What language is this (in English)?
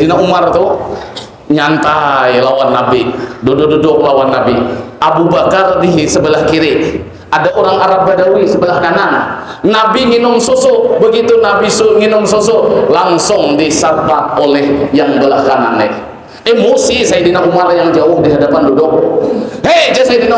Banjar